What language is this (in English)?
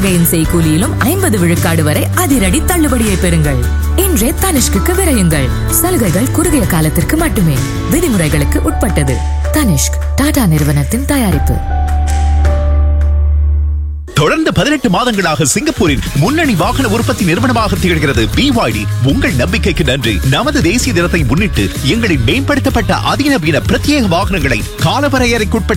Tamil